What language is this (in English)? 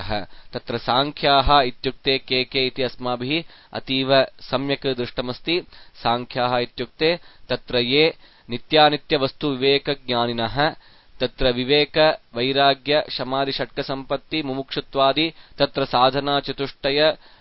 Sanskrit